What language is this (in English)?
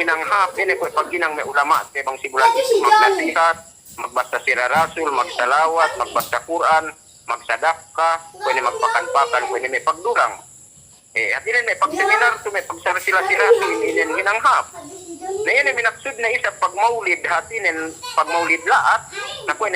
Yakan